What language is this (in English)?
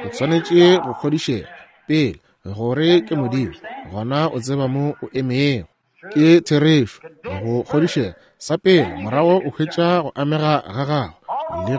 Northern Sotho